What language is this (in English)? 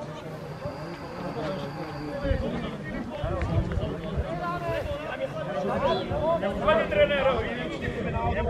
Slovak